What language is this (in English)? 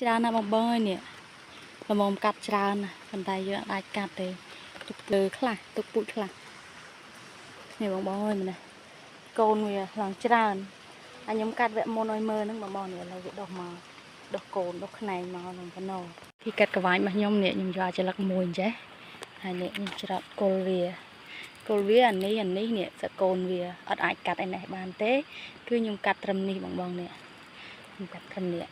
Khmer